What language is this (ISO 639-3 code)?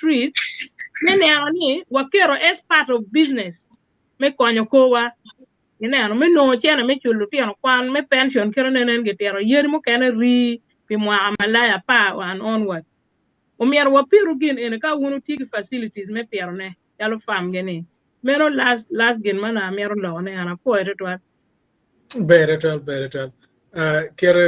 ach